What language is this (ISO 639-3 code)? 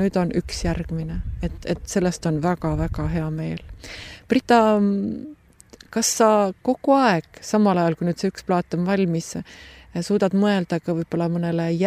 est